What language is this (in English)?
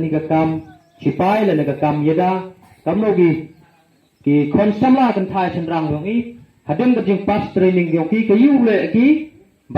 Khasi